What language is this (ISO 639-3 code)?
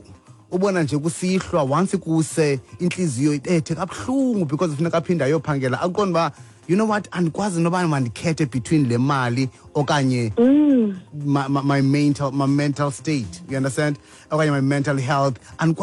xho